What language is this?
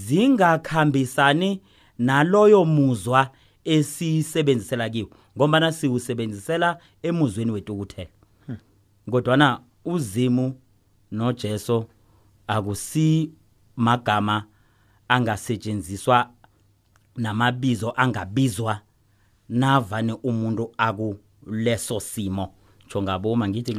South Ndebele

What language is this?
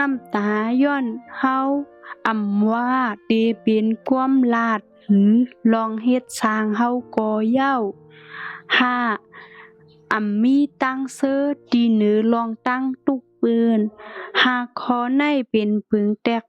Shan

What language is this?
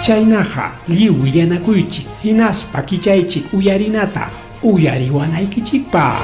Ayacucho Quechua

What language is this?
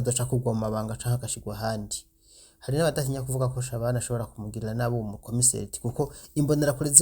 Rundi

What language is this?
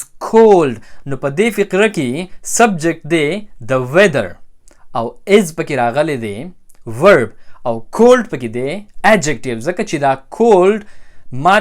Pashto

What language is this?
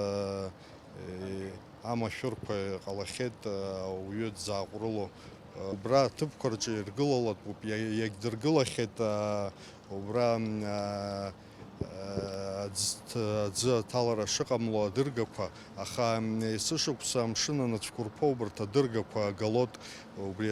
Abkhazian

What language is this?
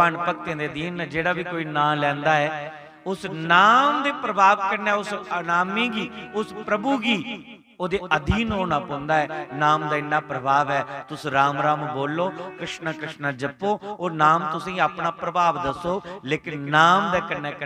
Dogri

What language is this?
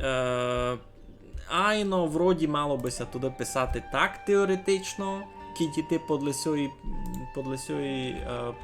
Rusyn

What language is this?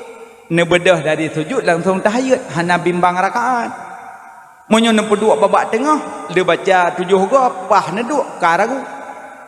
Achinese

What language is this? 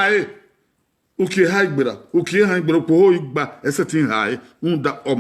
Bini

